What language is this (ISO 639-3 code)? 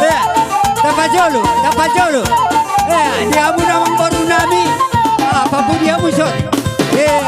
bbc